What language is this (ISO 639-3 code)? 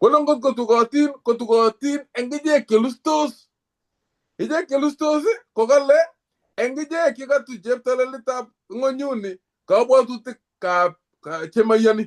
kln